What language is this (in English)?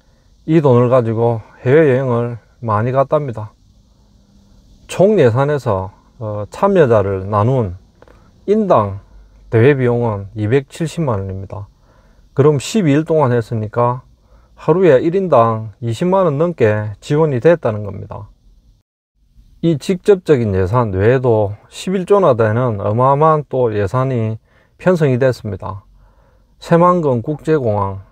Korean